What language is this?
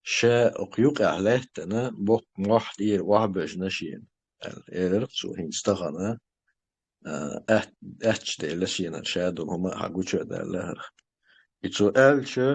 Chechen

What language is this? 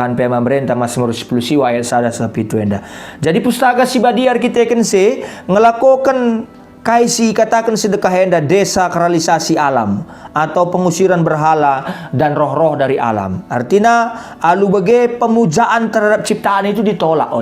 Batak Karo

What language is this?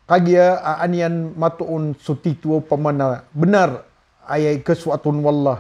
Maranao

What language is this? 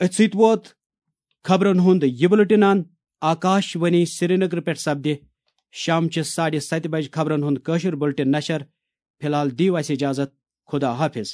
Kashmiri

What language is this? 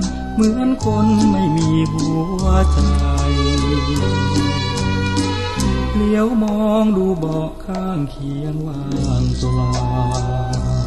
Thai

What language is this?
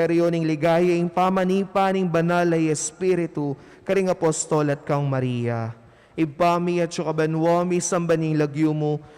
Pampanga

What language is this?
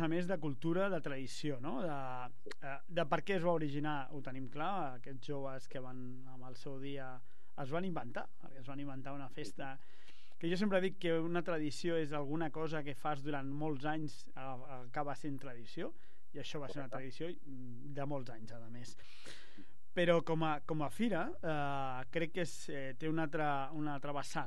Catalan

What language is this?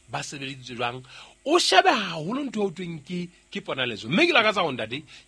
Southern Sotho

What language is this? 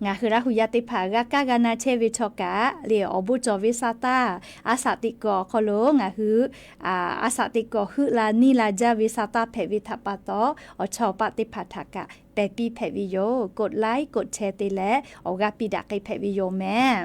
Lahu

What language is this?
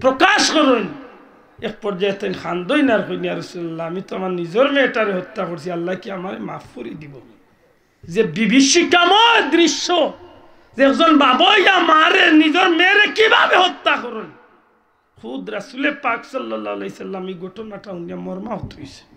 Sylheti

